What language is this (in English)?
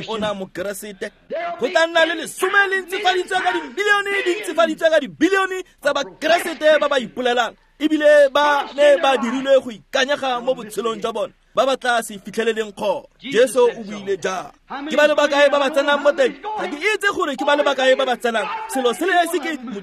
Tswana